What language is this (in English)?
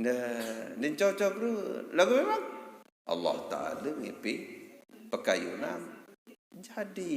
Sasak